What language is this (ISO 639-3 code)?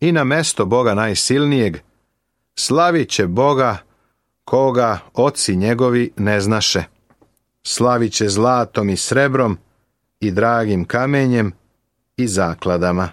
srp